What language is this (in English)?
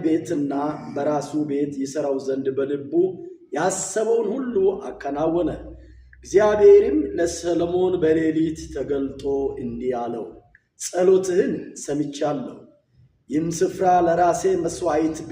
Amharic